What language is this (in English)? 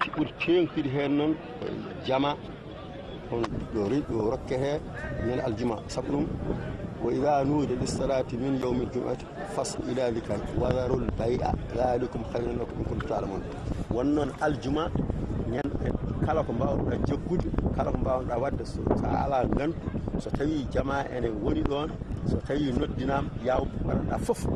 Fula